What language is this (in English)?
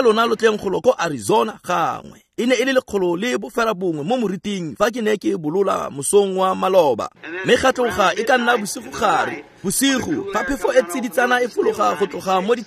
Tswana